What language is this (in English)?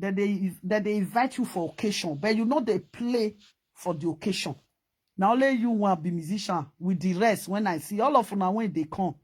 Nigerian Pidgin